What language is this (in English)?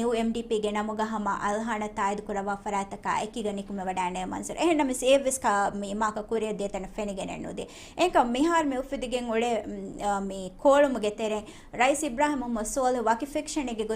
Divehi